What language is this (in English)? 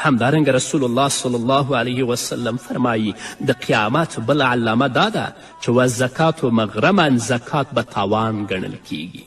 Pashto